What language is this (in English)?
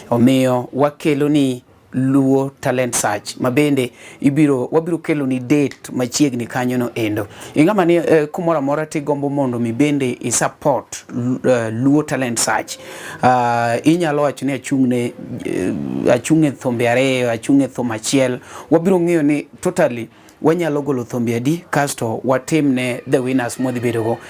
Luo (Kenya and Tanzania)